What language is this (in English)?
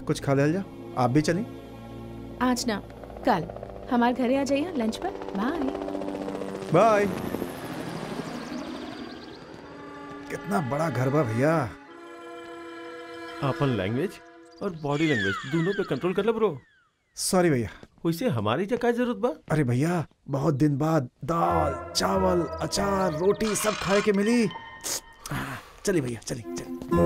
Bhojpuri